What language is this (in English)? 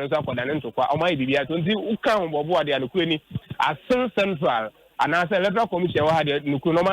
Akan